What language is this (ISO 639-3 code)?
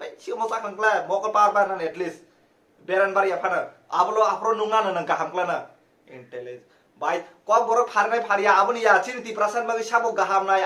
trp